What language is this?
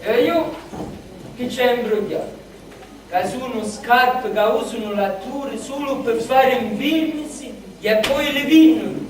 Sicilian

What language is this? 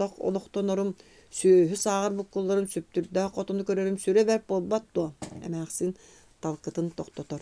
Yakut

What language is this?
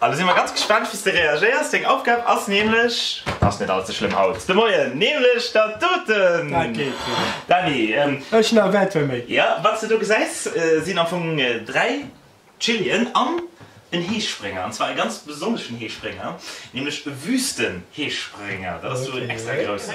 Luxembourgish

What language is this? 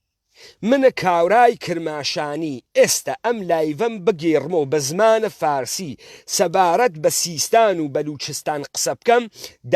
Central Kurdish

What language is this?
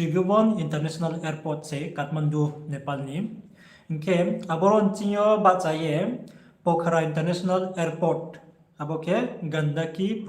Riang (India)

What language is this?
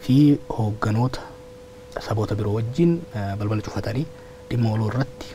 Oromo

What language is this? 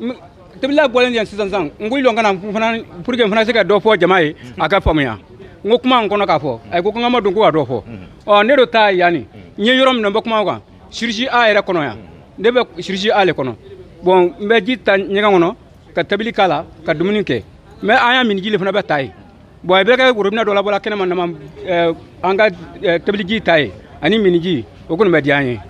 Bambara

